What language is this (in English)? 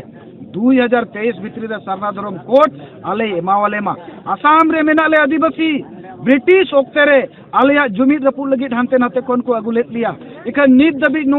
Santali